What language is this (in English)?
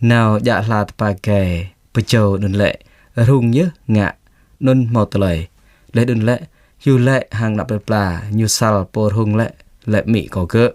Jarai